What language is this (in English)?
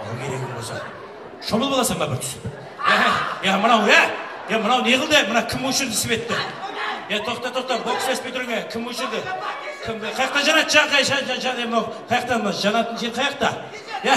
Kara-Kalpak